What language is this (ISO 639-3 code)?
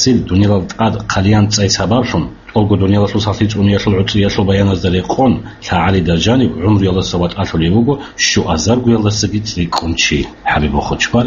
ava